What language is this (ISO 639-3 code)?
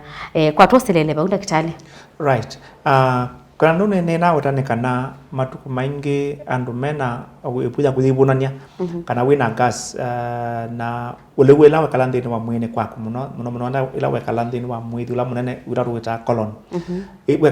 kam